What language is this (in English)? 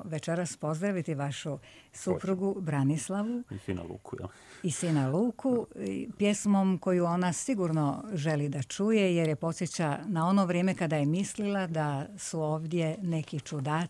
Serbian